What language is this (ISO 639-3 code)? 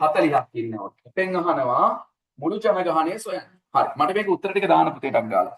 sin